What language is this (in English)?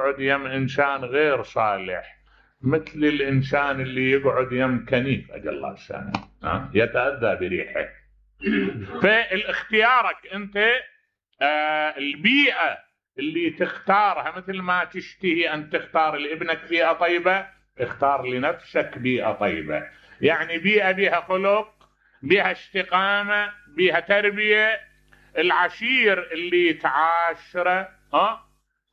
Mesopotamian Arabic